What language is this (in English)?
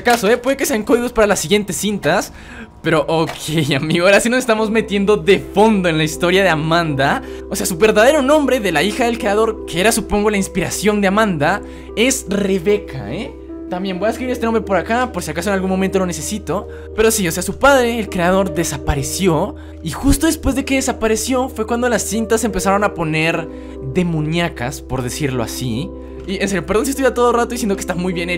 Spanish